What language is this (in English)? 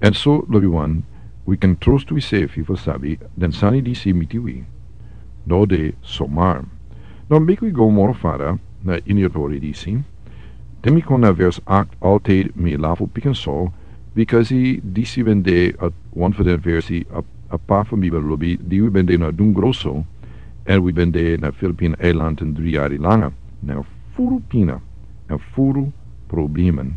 Sranan Tongo